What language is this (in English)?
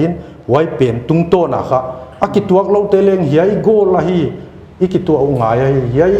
Paite Chin